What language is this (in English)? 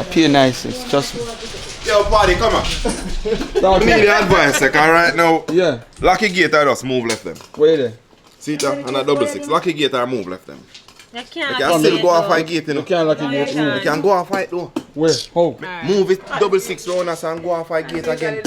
Jamaican Creole English